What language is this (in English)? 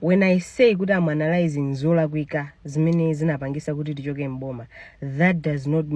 Nyanja